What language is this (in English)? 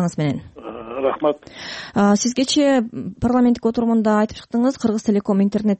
Kyrgyz